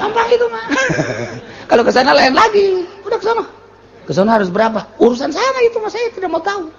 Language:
Sundanese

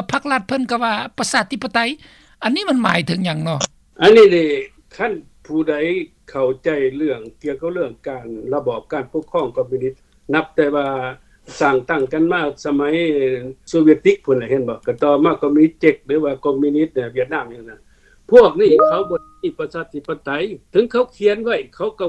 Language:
Lao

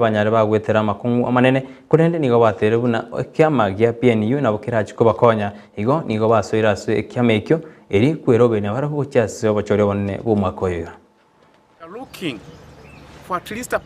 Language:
Gusii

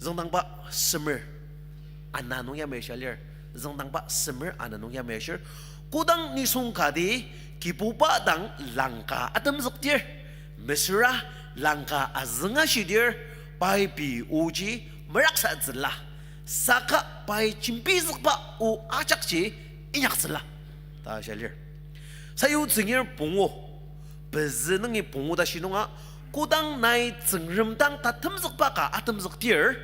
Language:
Ao Naga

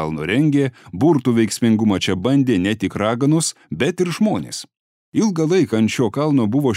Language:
Lithuanian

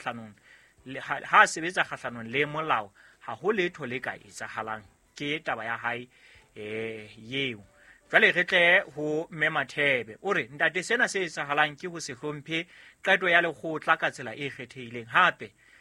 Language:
Southern Sotho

